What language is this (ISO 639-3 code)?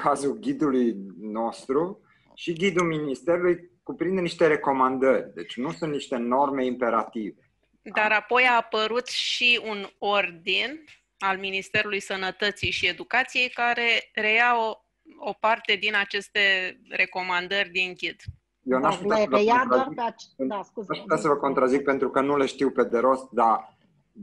ron